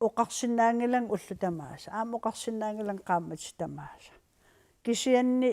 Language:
Kalaallisut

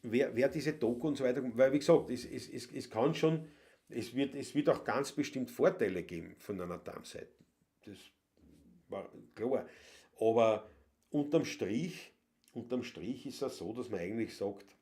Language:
Bavarian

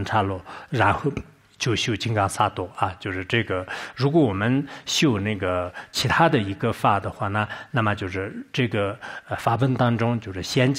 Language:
Chinese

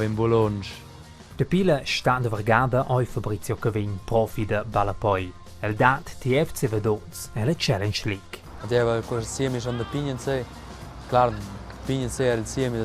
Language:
Romansh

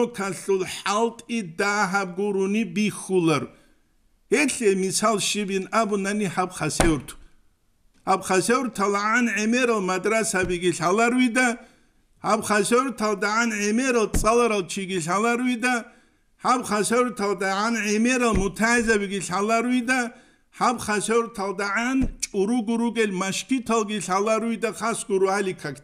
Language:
Avaric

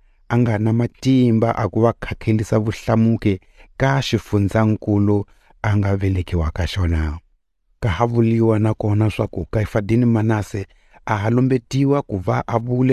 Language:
Tsonga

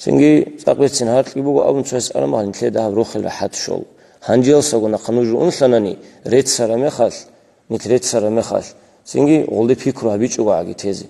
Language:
Avaric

